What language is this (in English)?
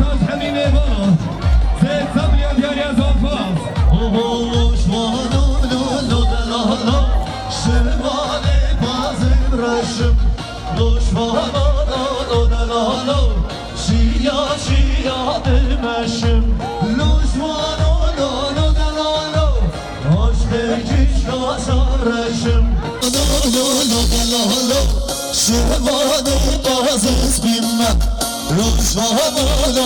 Kurdish